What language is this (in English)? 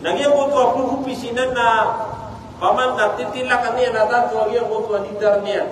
Maranao